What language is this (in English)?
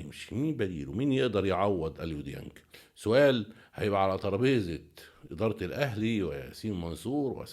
Egyptian Arabic